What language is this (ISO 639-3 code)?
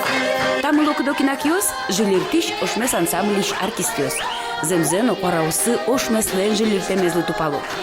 udm